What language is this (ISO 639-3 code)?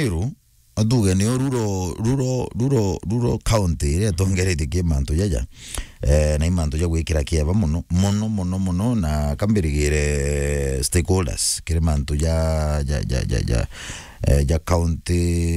mer